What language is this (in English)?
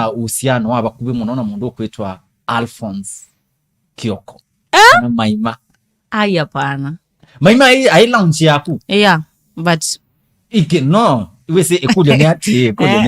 Kamba